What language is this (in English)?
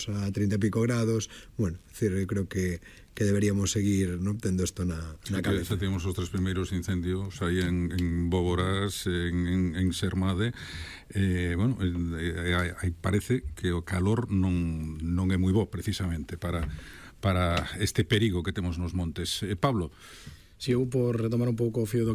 Galician